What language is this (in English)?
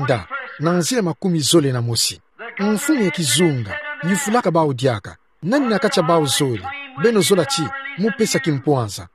Kituba (Democratic Republic of Congo)